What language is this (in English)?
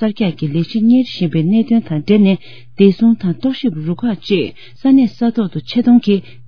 Tibetan